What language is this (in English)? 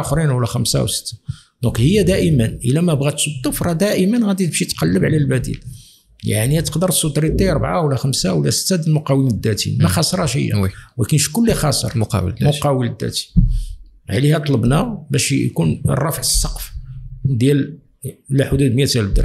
Moroccan Arabic